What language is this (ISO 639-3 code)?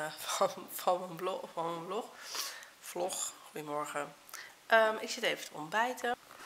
nld